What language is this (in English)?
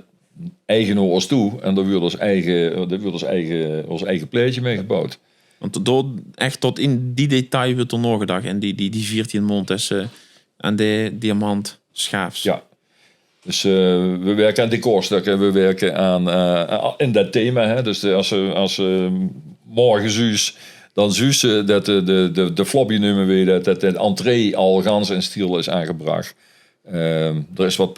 Limburgish